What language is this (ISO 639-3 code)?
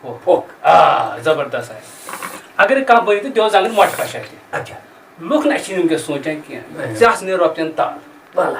kas